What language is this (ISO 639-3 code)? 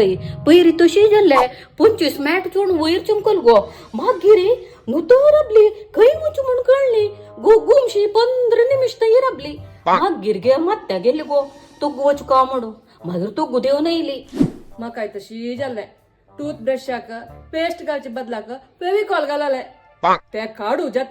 kok